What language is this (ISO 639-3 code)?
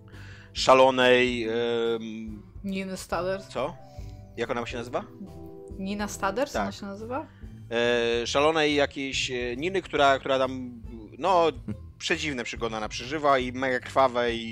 pol